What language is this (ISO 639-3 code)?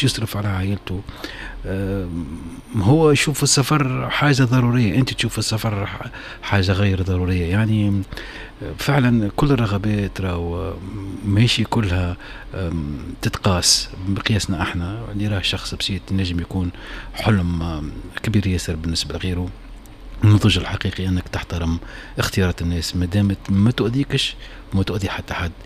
aeb